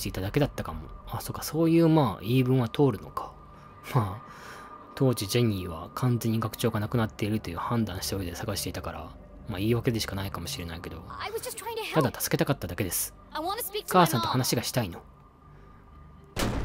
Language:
Japanese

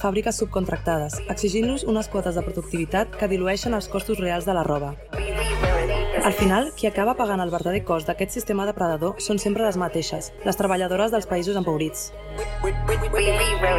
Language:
Catalan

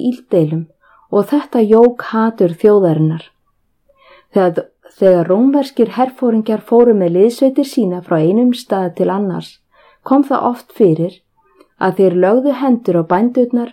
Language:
Icelandic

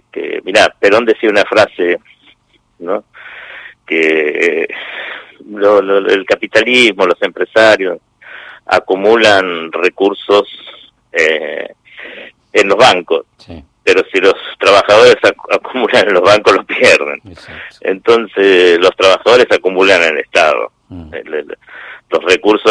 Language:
Spanish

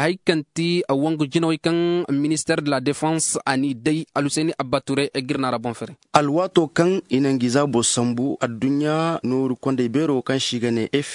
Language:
Zarma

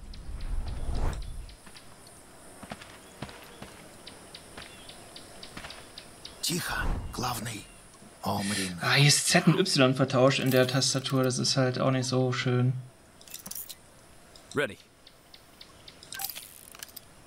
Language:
German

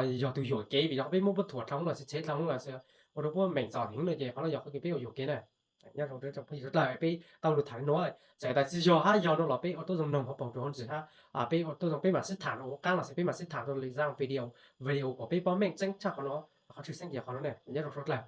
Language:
Hmong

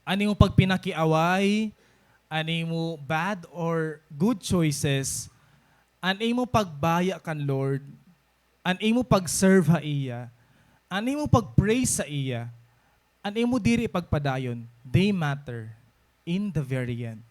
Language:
Waray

